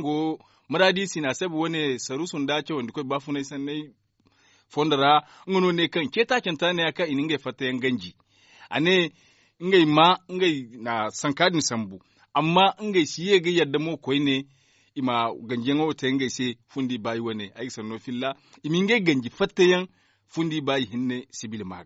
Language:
Zarma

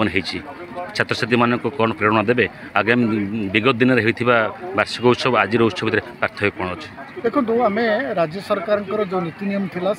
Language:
Odia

